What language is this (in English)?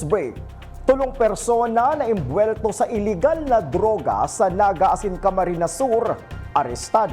Bikol